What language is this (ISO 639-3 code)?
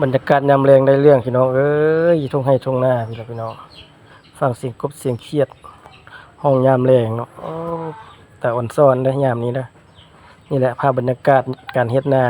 lao